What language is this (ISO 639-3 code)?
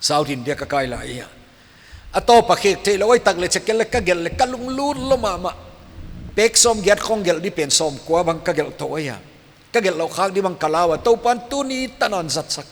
pck